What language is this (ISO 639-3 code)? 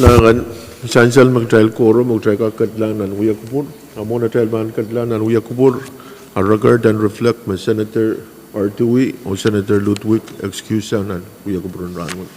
pon